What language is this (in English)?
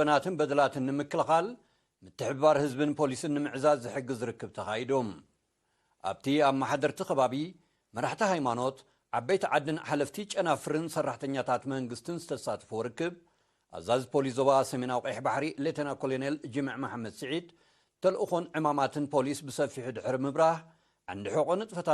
Tigrinya